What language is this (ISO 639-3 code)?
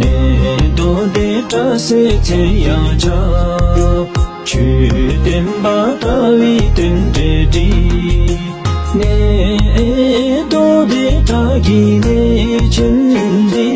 bod